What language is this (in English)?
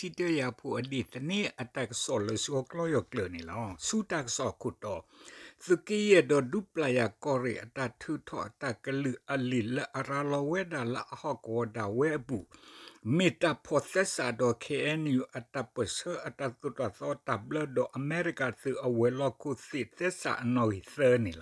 S'gaw Karen